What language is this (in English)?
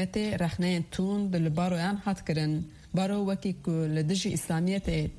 Kurdish